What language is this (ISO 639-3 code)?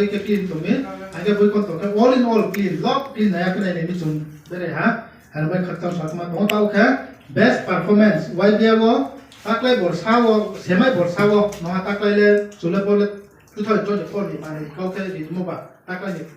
ria